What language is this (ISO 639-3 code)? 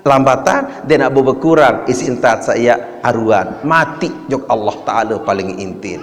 sas